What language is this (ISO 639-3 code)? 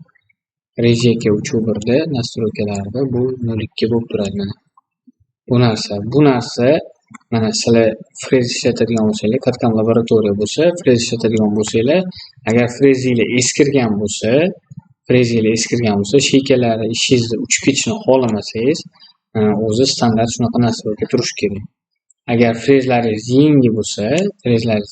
uzb